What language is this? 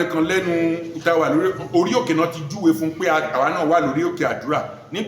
Yoruba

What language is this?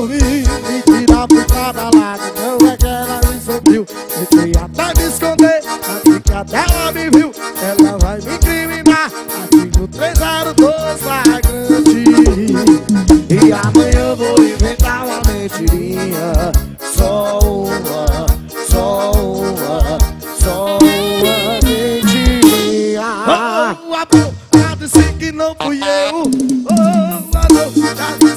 Portuguese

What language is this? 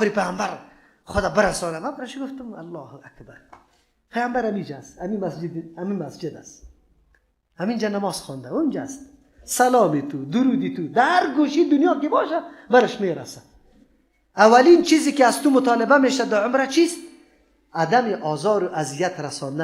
Persian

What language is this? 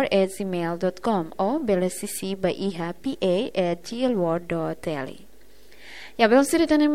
Tetum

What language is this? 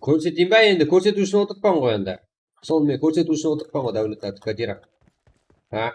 Kara-Kalpak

